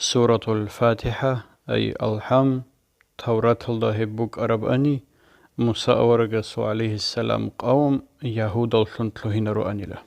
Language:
Avaric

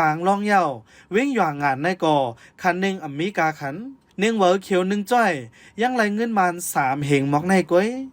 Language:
Shan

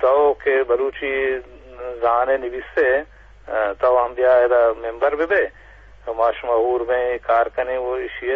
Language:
Eastern Balochi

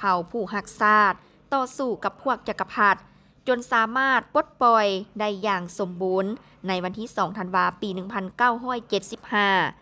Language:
Lao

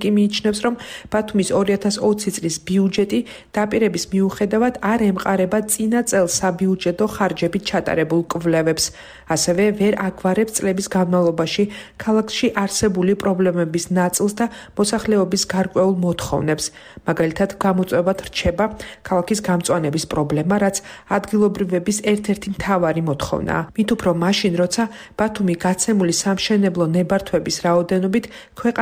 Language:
Georgian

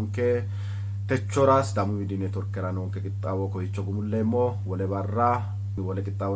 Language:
Sidamo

